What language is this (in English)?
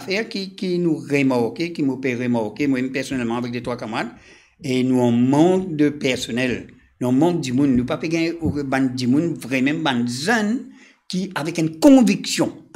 Morisyen